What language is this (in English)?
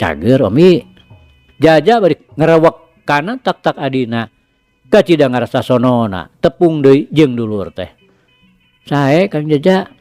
Sundanese